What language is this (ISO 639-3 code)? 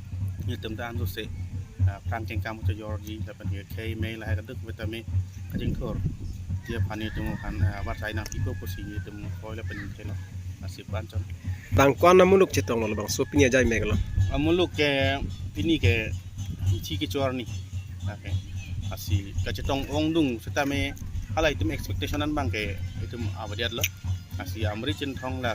mjw